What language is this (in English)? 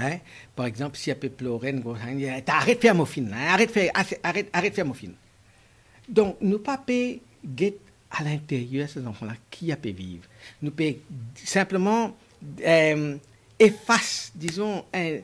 Morisyen